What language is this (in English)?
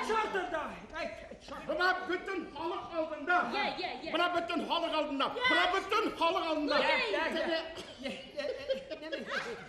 Bashkir